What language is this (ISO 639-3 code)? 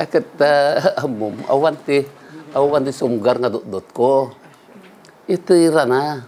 ilo